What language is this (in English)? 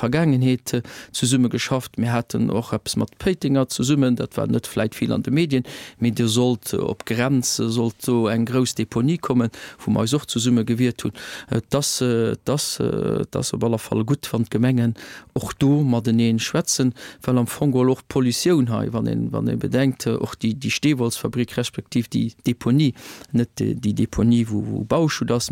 Luxembourgish